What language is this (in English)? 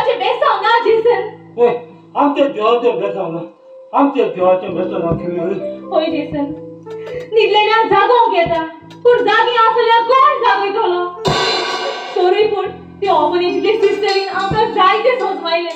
Konkani